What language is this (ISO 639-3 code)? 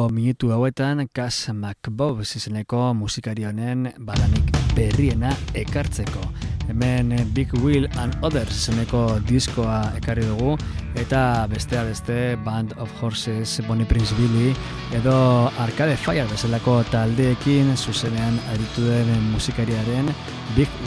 eus